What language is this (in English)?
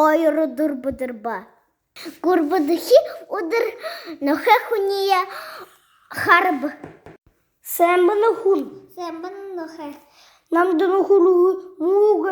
Buriat